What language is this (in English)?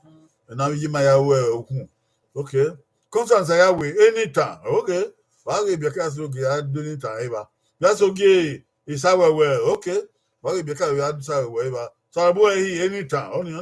Bini